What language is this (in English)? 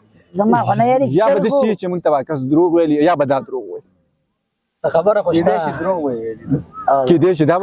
Pashto